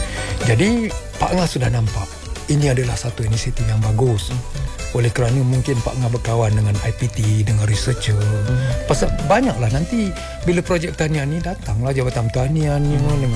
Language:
Malay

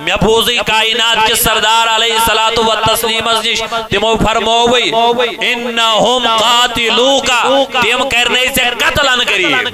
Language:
Kashmiri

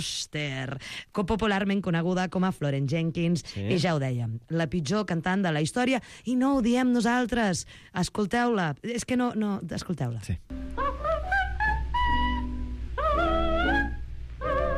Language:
Catalan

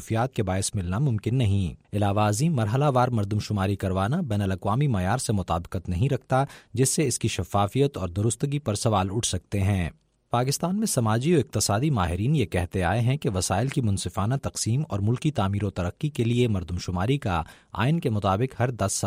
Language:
Urdu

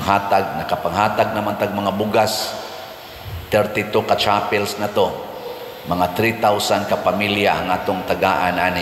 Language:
Cebuano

